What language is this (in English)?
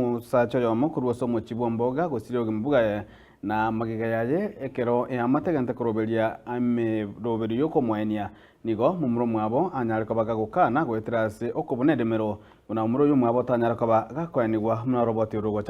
Gusii